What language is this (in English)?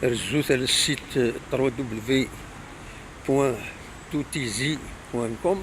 Kabyle